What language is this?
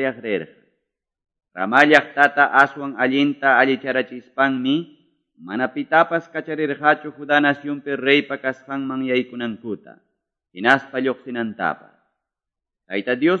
Quechua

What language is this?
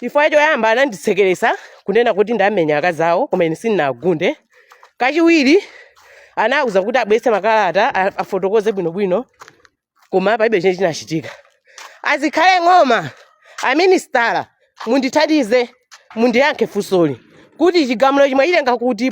Nyanja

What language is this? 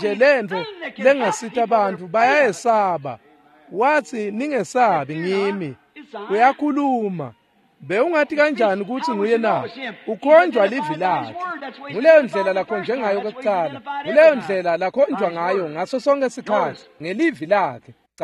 Swati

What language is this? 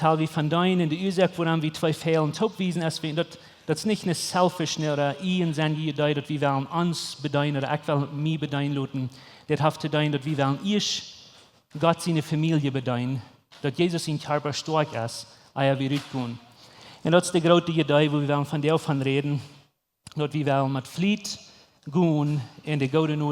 Plautdietsch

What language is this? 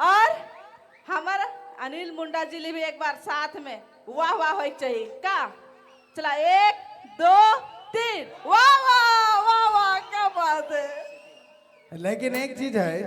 Sadri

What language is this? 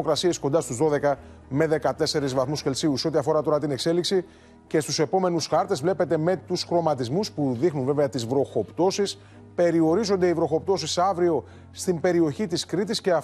Greek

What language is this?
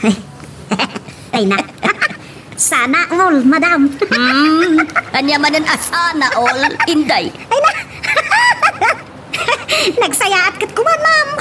Iloko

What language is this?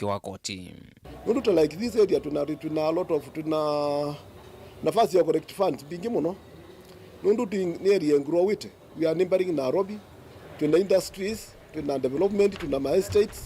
Kamba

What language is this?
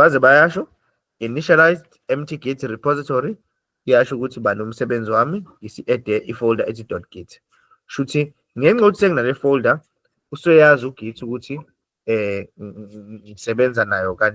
Zulu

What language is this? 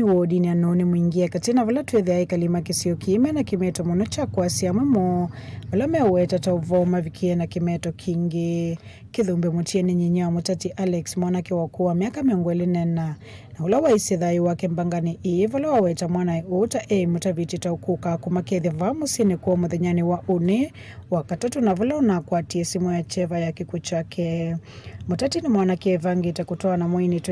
Kamba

